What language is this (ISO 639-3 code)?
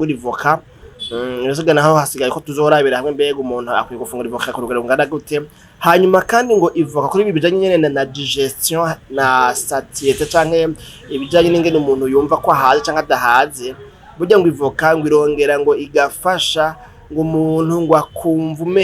run